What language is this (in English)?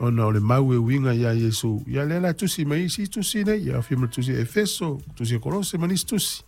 Samoan